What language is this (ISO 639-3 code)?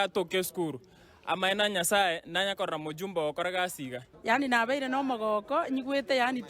guz